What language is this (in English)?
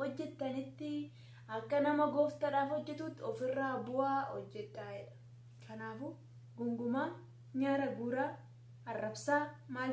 Oromo